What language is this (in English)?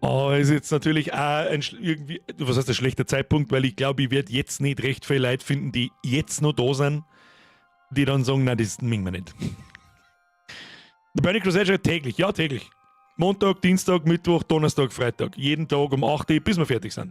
Bavarian